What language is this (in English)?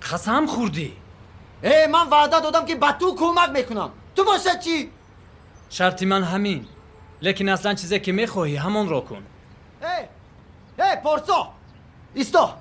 Tajik